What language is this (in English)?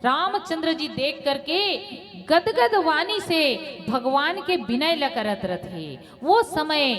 Chhattisgarhi